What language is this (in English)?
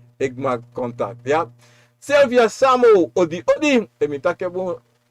Sranan Tongo